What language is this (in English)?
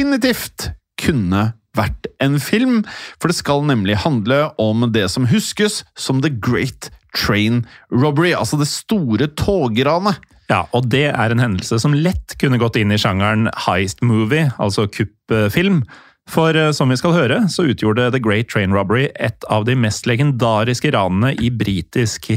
Norwegian